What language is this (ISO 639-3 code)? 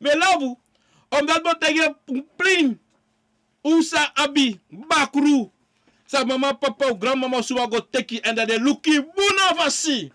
srn